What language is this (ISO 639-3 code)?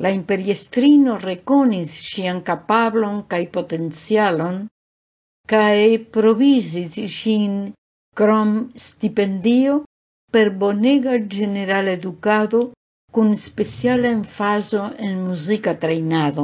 epo